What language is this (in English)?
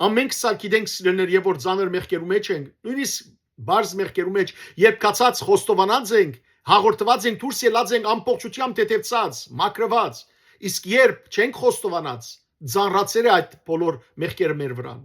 Western Armenian